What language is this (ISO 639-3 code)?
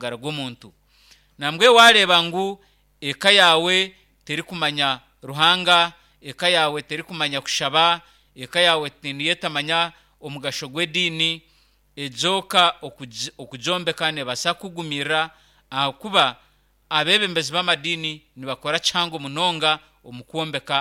nyn